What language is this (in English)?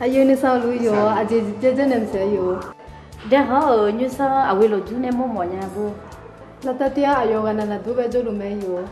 Akha